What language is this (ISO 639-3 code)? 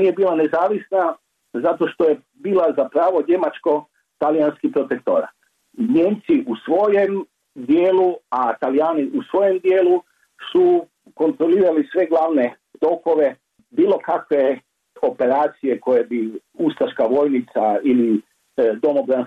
hrv